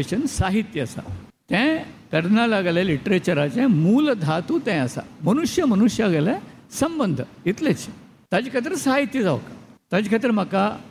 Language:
Konkani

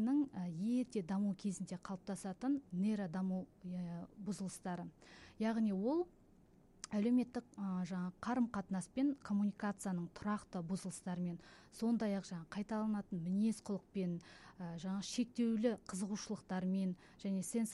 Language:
Kazakh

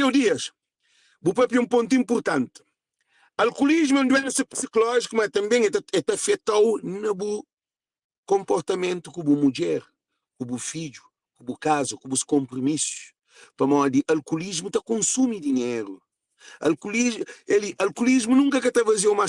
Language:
Kabuverdianu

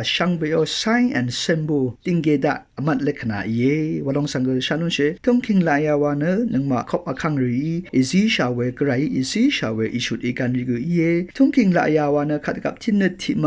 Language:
Rawang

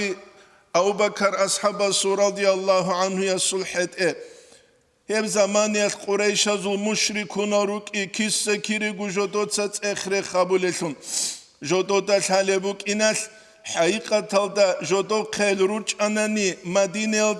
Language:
Avaric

